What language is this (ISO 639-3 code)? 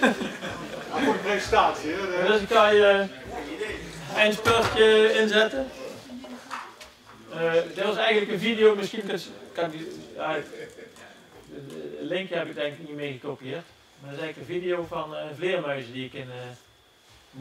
nld